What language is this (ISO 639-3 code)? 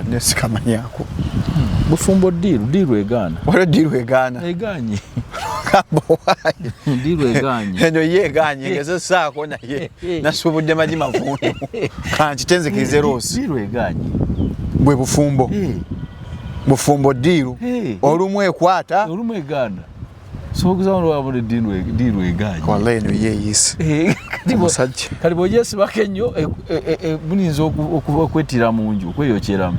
lug